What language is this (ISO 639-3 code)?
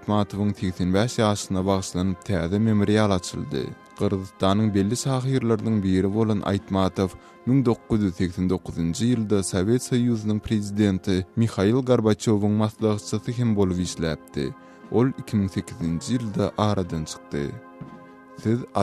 tuk